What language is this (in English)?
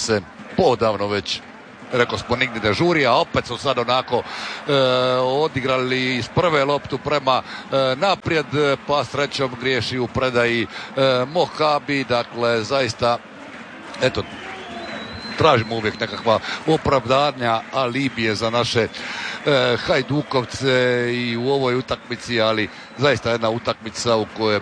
Croatian